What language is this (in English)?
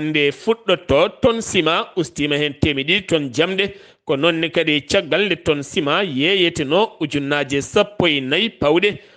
Fula